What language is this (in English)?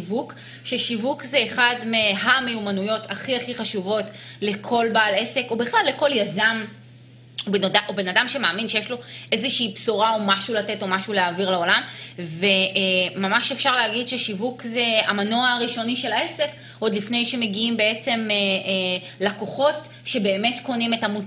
Hebrew